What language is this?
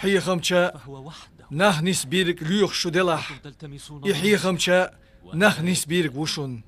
Chechen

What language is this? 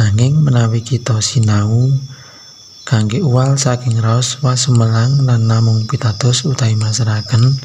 Javanese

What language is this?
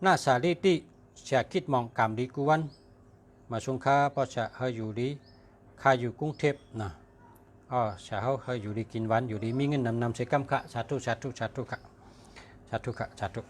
Shan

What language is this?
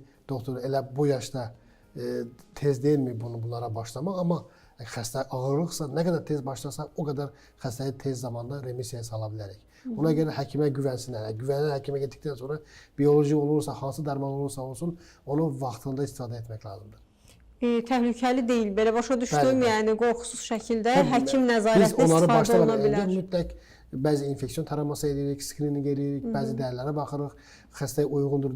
Azerbaijani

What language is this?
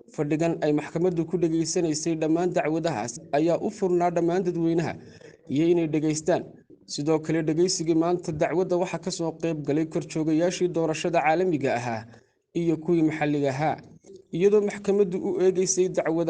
Somali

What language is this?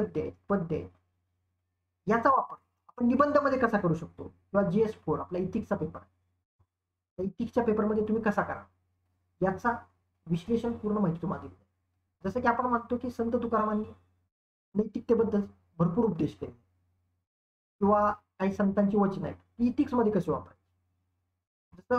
Marathi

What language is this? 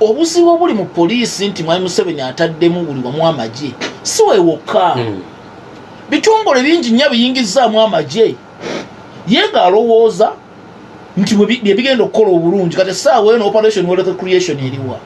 Ganda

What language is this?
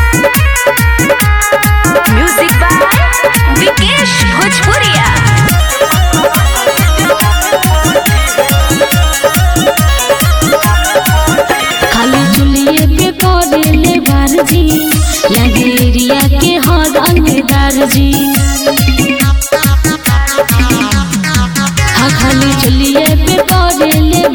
Bhojpuri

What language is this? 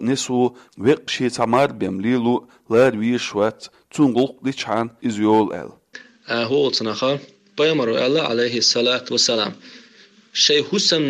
Chechen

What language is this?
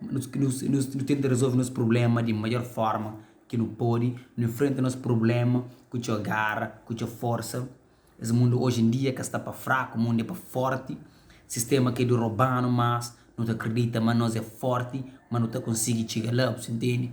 Kabuverdianu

